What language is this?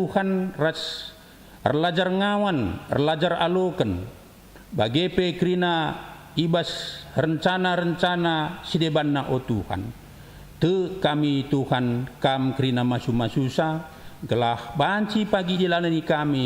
Batak Karo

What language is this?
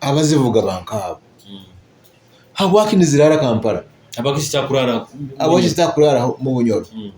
Nyoro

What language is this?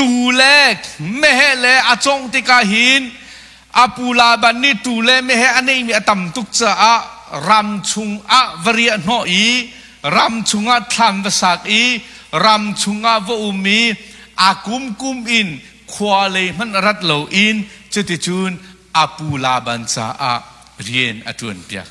Hakha Chin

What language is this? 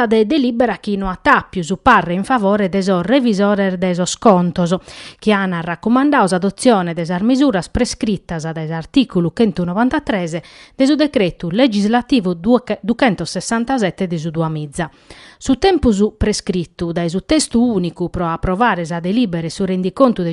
Sardinian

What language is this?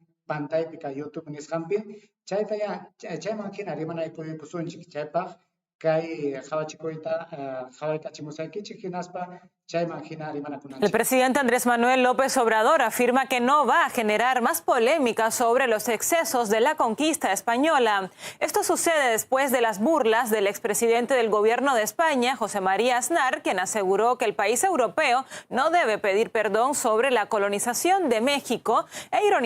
Ayacucho Quechua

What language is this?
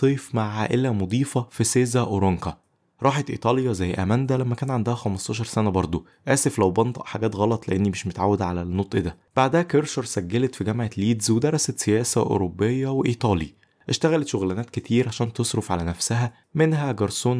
Egyptian Arabic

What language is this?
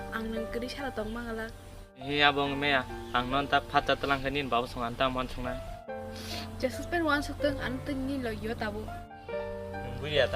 Kok Borok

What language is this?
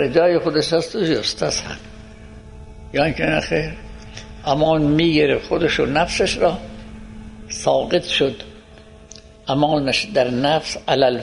Persian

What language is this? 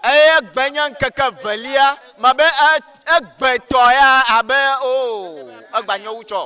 Ewe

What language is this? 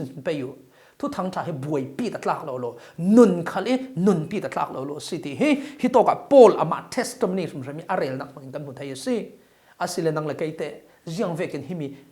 Falam Chin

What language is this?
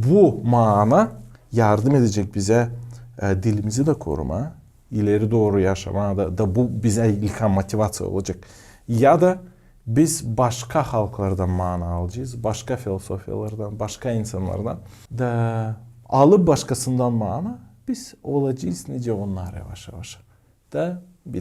Gagauz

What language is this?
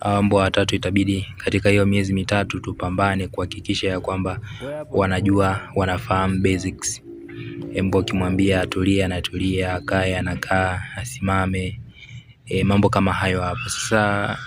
Swahili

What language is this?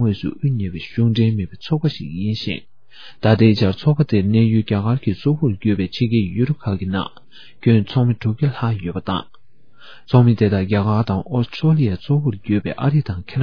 Tibetan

